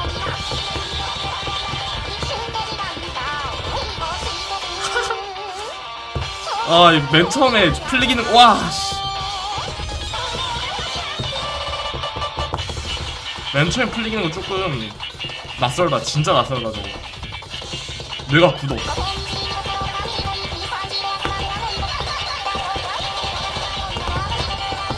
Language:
Korean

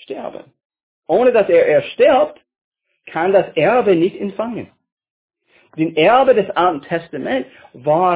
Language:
German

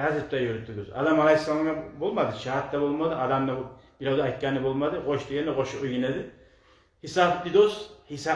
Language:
Kumyk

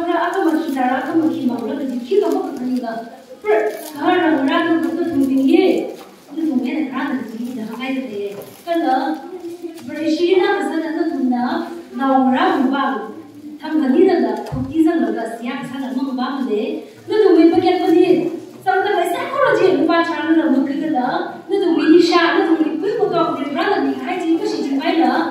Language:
Tangkhul Naga (India)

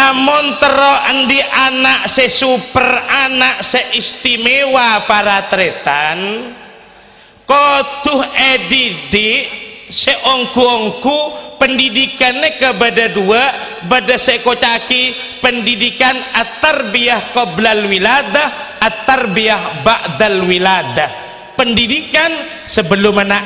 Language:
Madurese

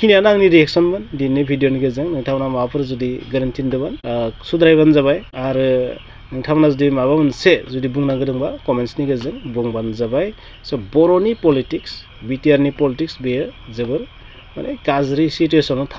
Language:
Bodo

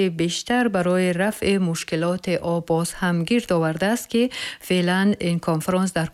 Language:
Tajik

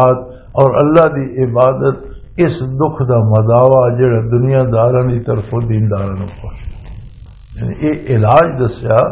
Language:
Western Panjabi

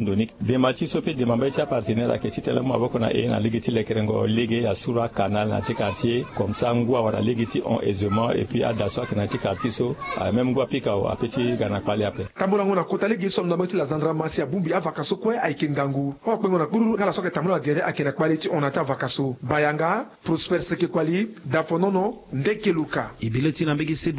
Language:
Sango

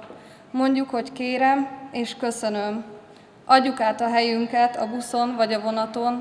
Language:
Hungarian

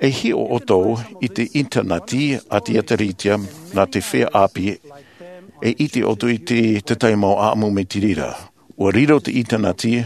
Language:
Tahitian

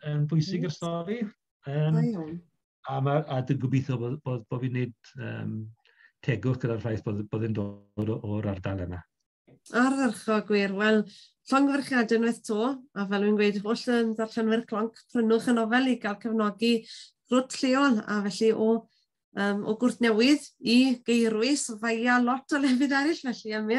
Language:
Welsh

